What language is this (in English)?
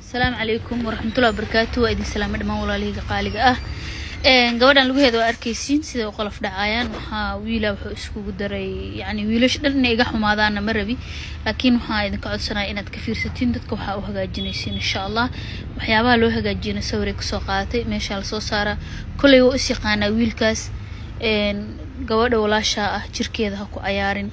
Somali